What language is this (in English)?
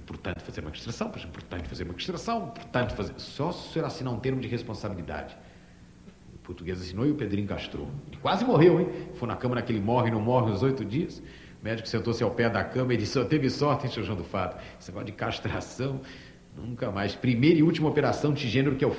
Portuguese